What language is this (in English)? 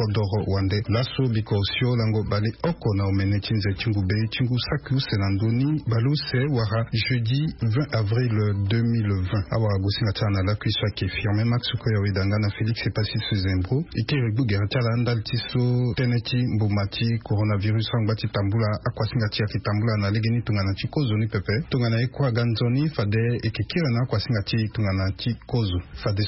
Sango